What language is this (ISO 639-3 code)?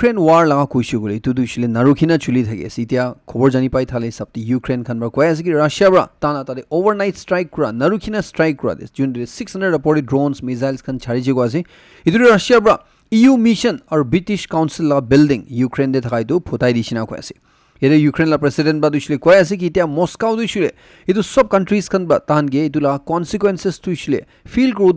nag